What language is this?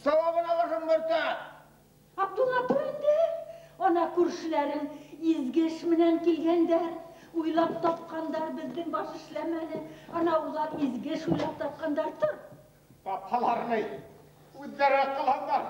Bashkir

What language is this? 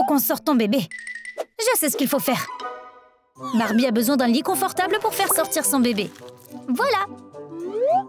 French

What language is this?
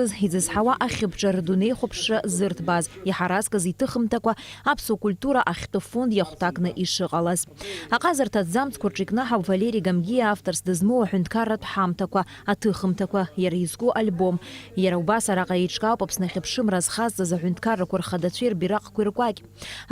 Abkhazian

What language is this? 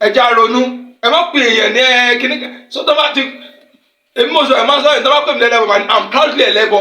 Yoruba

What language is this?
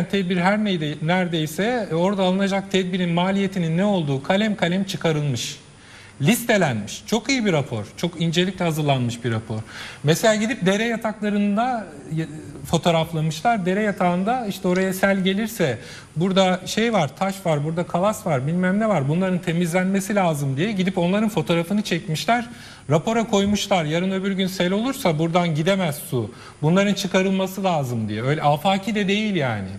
Turkish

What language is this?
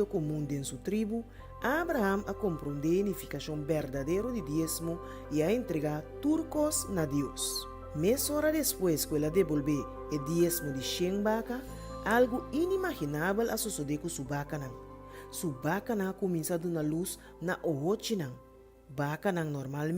Papiamento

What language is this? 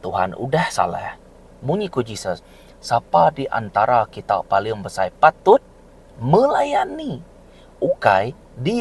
Iban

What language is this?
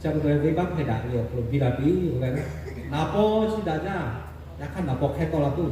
Lahu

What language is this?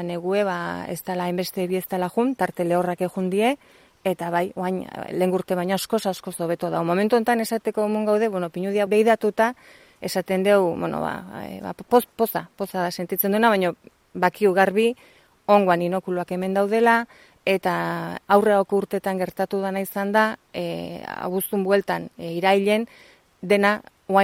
Basque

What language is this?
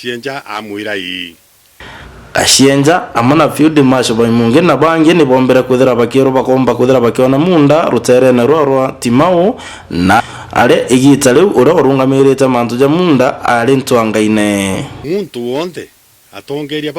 Meru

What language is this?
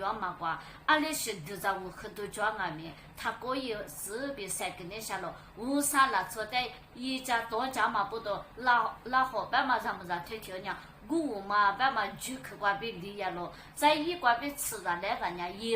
Lisu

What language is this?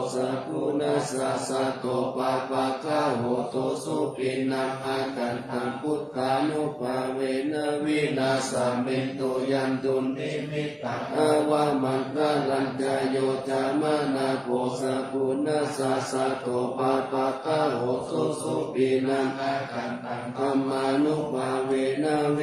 Pali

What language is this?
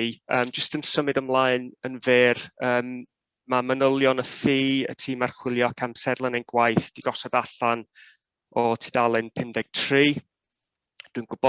Welsh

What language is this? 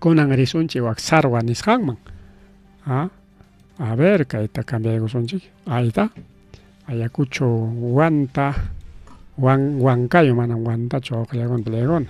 Ayacucho Quechua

